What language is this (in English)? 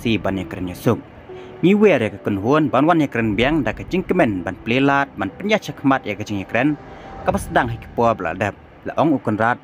Khasi